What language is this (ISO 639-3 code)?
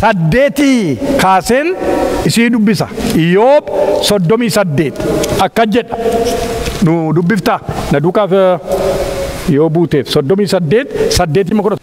orm